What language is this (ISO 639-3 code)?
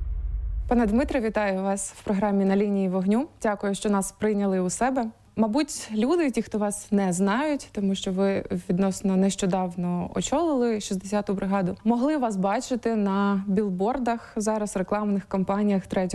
ukr